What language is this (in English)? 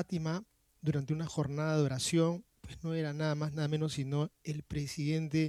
Spanish